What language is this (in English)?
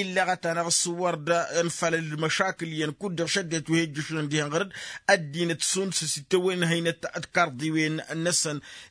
Tamasheq